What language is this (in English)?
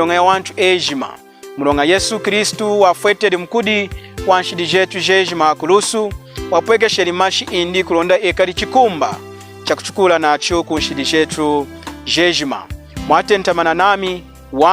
Lunda